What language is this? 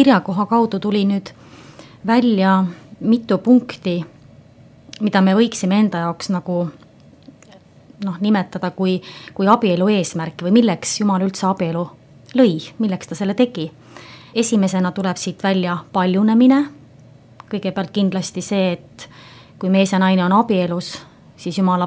Estonian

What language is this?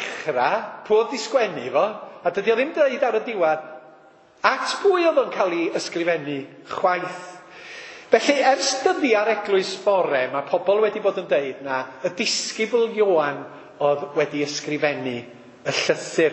Welsh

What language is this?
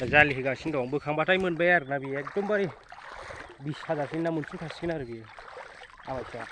Bodo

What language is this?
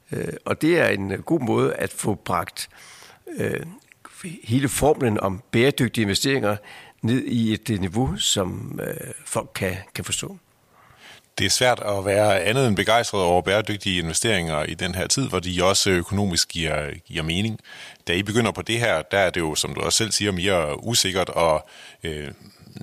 Danish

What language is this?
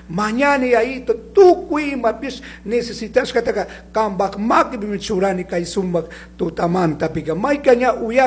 Chimborazo Highland Quichua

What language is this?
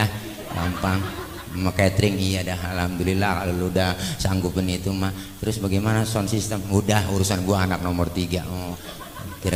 Betawi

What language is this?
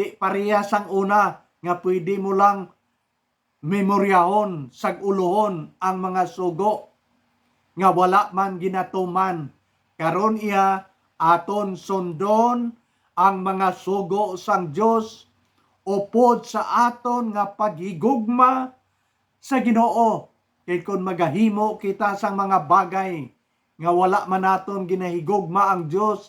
Hiligaynon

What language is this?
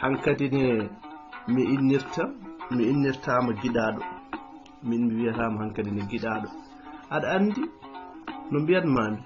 Fula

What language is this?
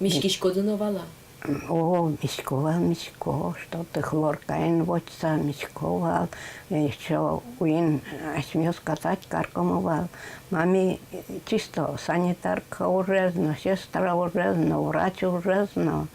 Udmurt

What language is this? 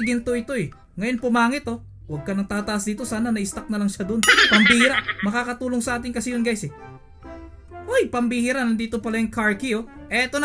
Filipino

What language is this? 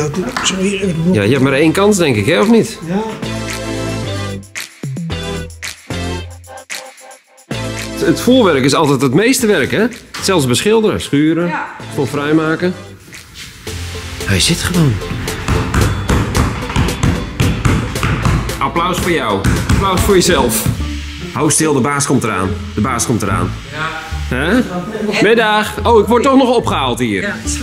Dutch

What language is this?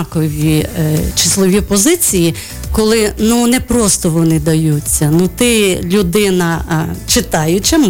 Ukrainian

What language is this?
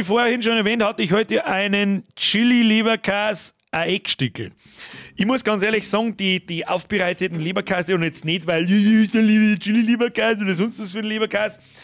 Bavarian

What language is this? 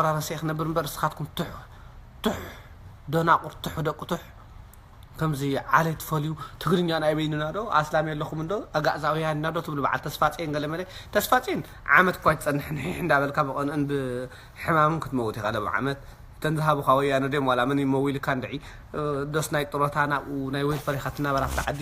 Tigrinya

